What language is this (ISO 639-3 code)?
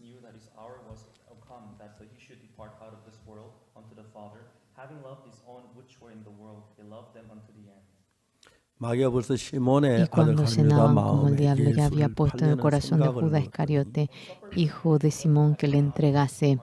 aym